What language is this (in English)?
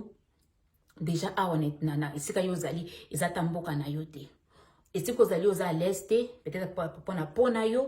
Lingala